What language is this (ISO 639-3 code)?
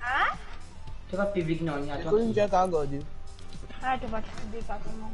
mfe